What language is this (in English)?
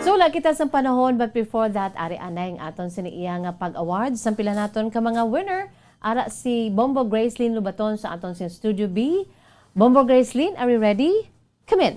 Hiligaynon